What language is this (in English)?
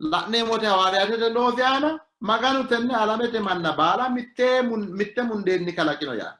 Sidamo